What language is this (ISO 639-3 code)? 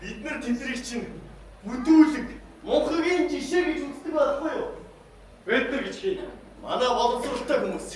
mon